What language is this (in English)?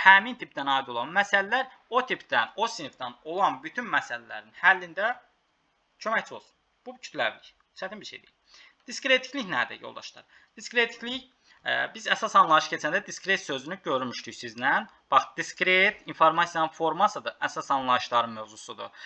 Azerbaijani